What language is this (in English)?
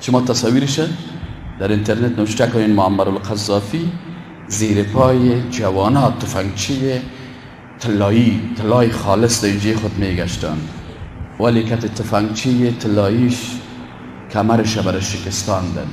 Persian